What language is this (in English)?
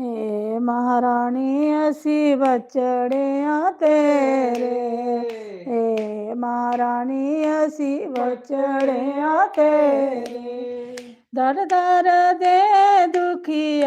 Dogri